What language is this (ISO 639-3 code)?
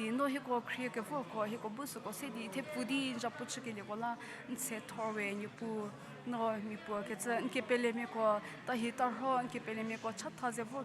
njm